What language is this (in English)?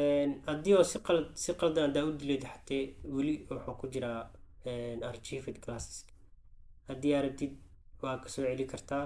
Somali